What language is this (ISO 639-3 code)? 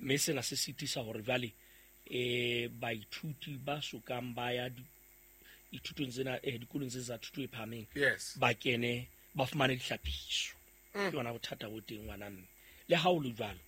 sot